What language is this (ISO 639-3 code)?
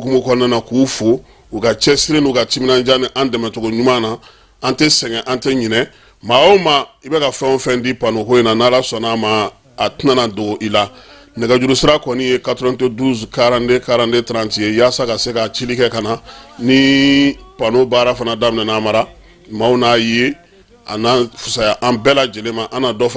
bam